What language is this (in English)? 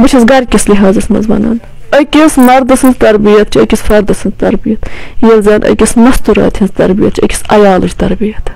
Kashmiri